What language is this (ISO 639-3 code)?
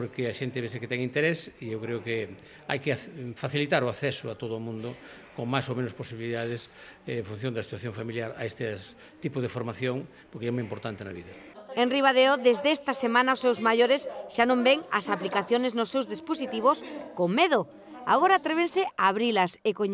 glg